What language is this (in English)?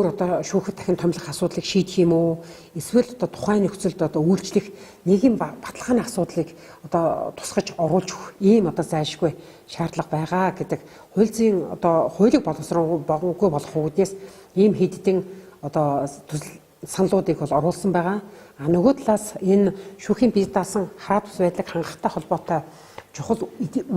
Mongolian